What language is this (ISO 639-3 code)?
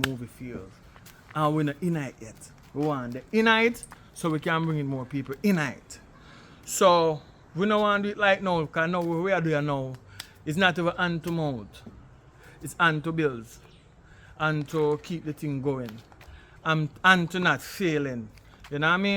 jam